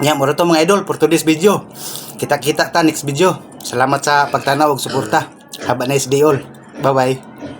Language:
Cebuano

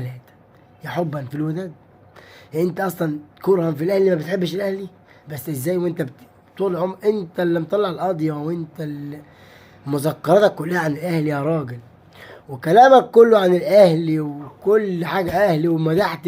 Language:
Egyptian Arabic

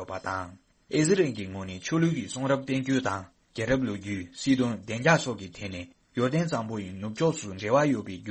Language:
Tibetan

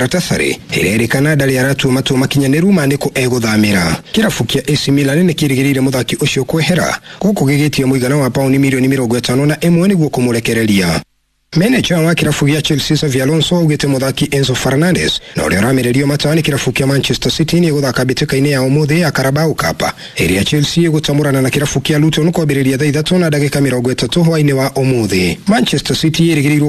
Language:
Kikuyu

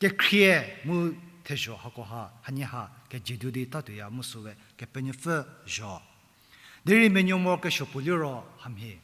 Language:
Angami Naga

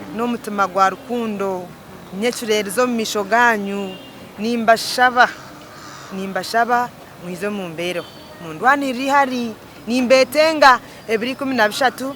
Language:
Nyankole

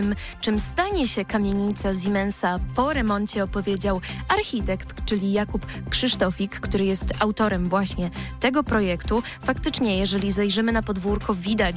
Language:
Polish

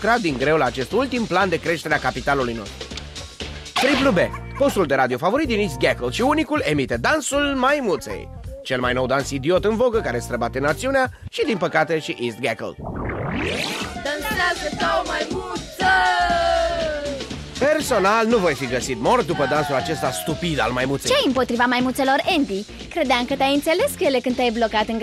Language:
Romanian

